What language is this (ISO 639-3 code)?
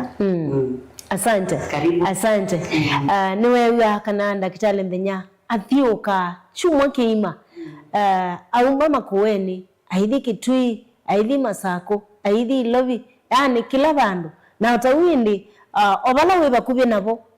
kam